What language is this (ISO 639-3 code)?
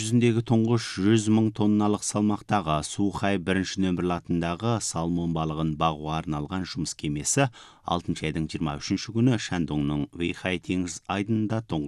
kaz